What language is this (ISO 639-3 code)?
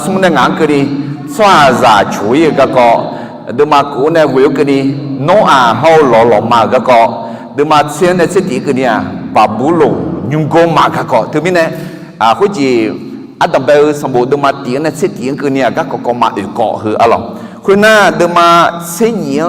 ahk